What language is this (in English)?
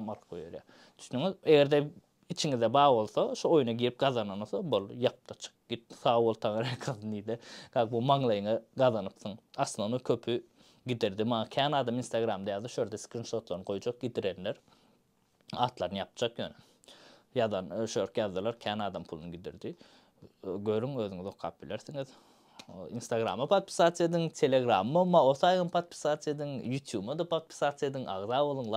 Turkmen